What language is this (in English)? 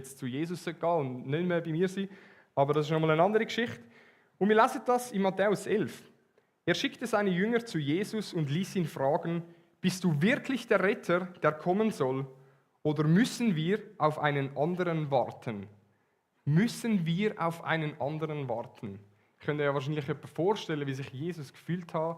Swiss German